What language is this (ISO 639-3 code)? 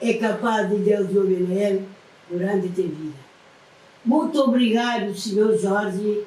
kea